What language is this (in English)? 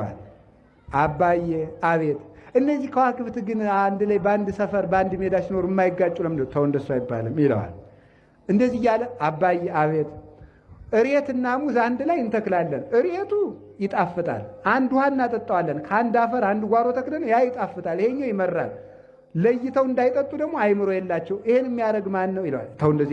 Amharic